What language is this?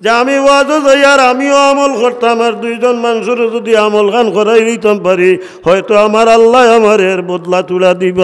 Sylheti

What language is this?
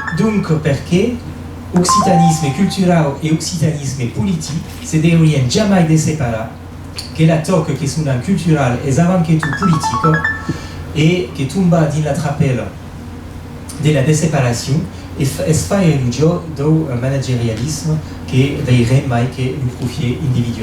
Occitan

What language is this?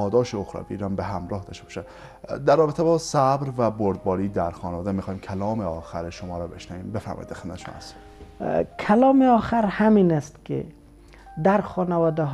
Persian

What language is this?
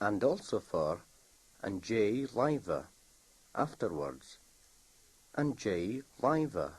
Scottish Gaelic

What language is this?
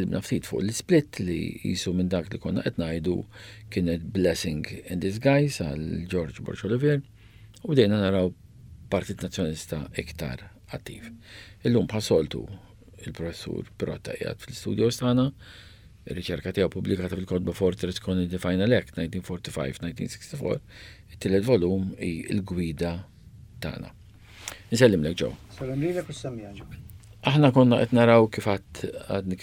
Maltese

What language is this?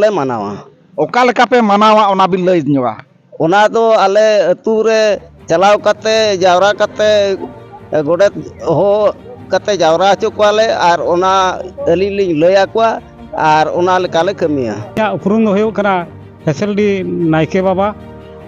Santali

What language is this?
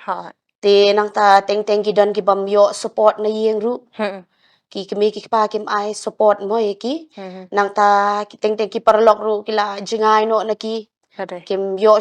Khasi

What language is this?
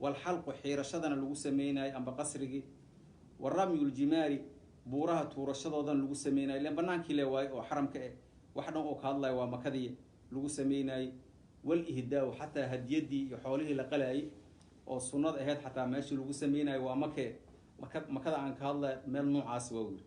Somali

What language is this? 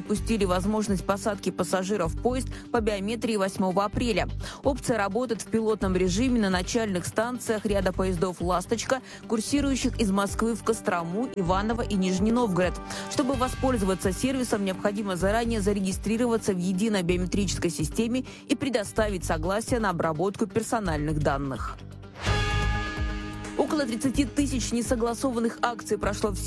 Russian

